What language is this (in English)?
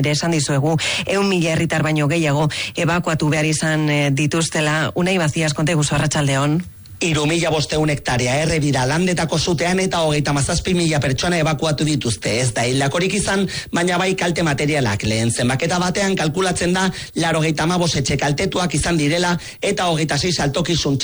Basque